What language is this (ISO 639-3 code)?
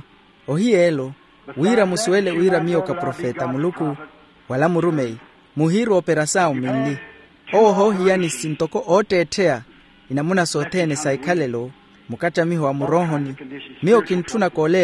vmw